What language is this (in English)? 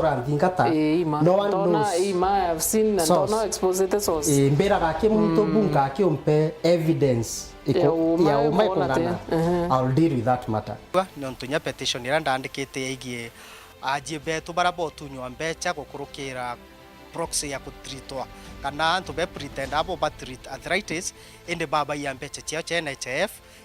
Meru